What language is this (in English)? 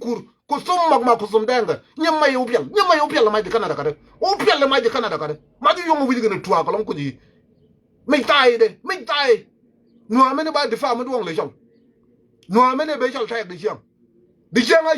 Nuer